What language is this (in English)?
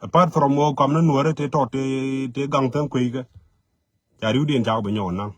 Nuer